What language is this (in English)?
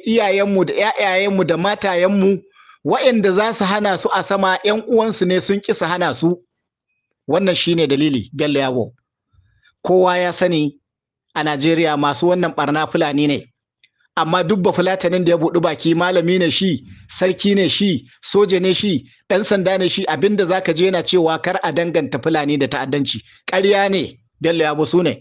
Hausa